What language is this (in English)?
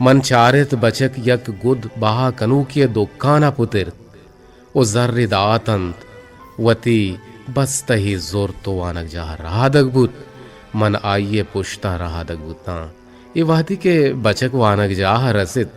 Eastern Balochi